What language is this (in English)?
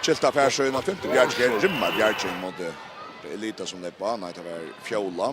Faroese